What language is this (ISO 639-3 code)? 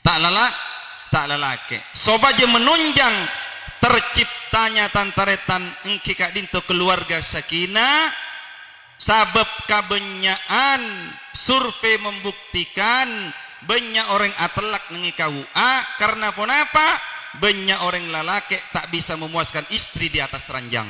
mad